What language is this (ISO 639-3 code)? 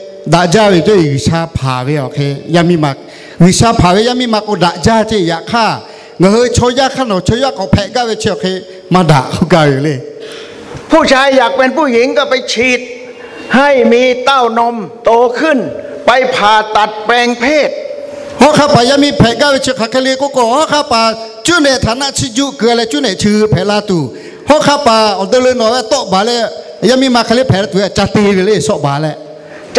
lhu